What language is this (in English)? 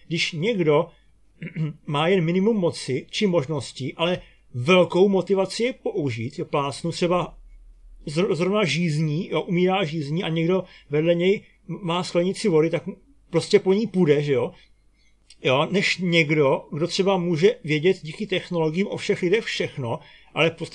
Czech